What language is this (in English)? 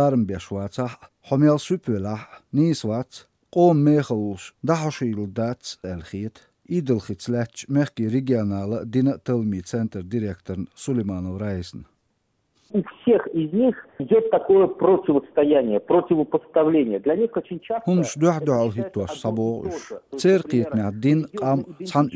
Chechen